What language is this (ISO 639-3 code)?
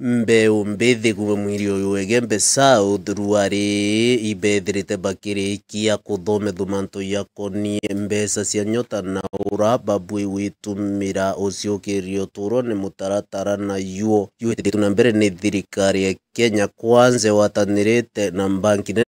mer